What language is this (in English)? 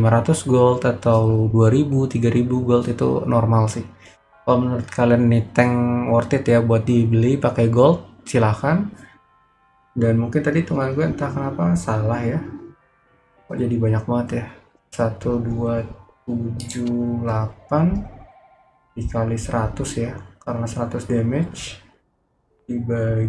Indonesian